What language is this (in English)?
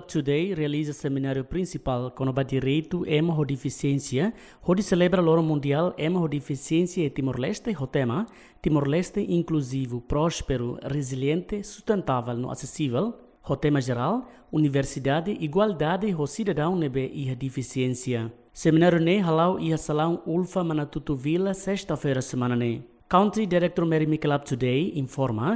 Tetum